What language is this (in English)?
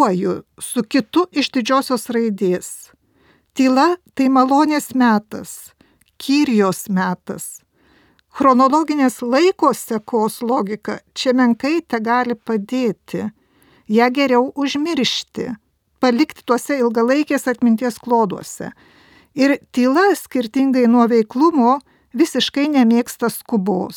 Lithuanian